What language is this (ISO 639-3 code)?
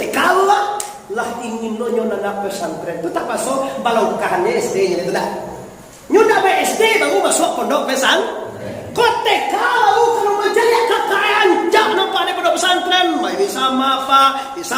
min